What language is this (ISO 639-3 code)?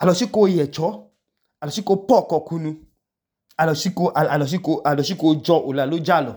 idu